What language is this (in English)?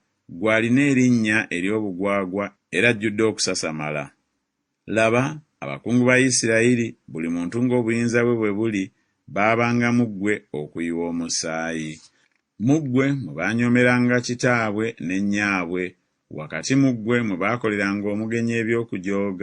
Ganda